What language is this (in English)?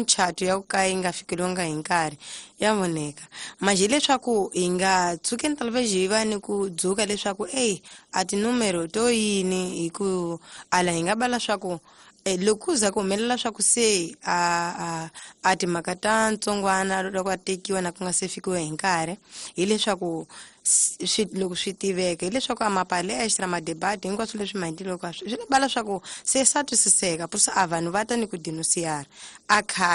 Tsonga